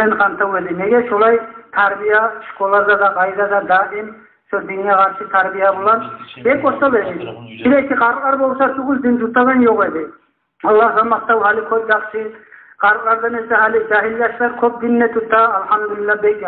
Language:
Kumyk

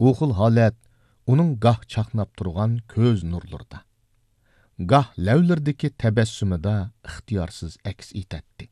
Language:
Uyghur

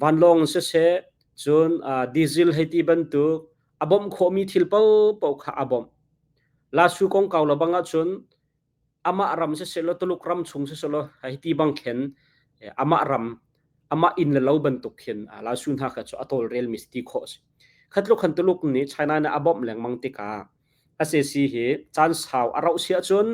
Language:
Hakha Chin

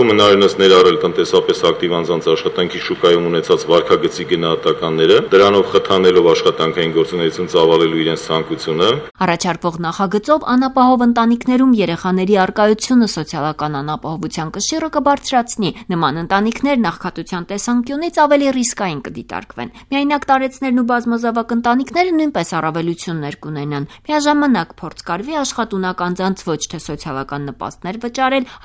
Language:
Armenian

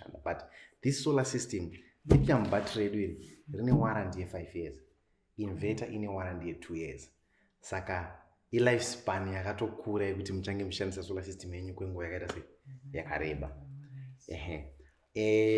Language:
Shona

